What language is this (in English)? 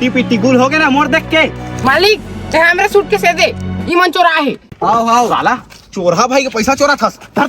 Chhattisgarhi